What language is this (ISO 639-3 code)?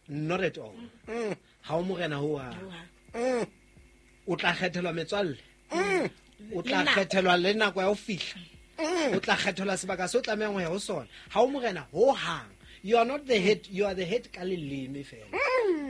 sot